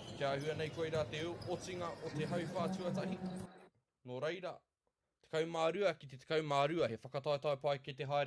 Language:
Māori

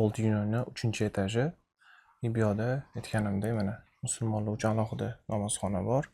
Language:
Uzbek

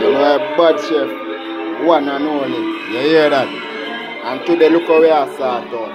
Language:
Jamaican Creole English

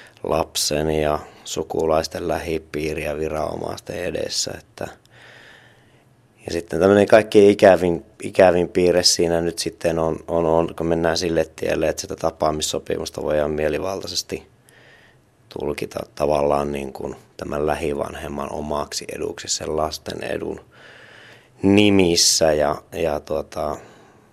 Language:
Finnish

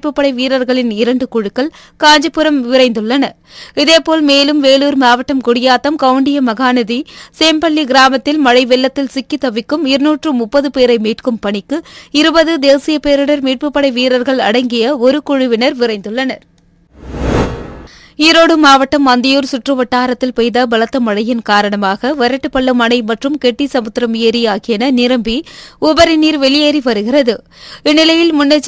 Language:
Tamil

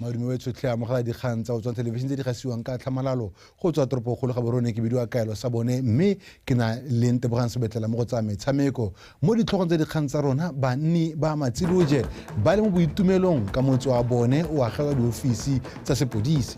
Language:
Tswana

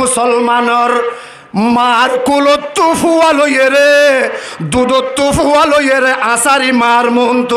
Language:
Rohingya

